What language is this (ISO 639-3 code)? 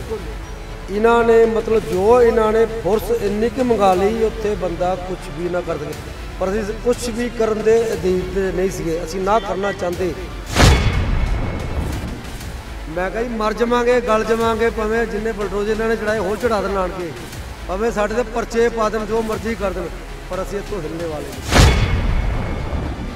pan